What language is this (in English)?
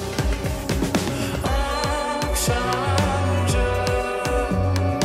Turkish